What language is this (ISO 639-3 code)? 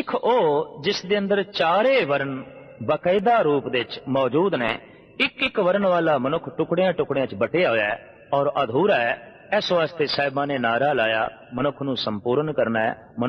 pan